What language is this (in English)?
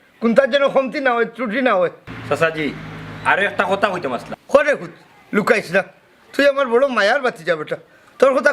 Sylheti